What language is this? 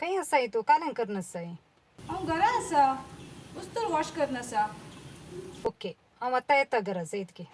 Konkani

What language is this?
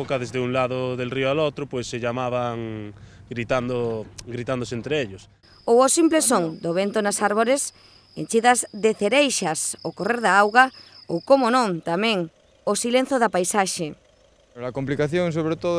Galician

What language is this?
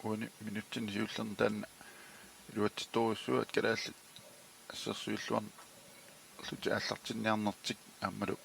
Kalaallisut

